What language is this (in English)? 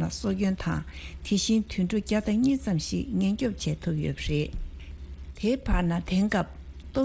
Tibetan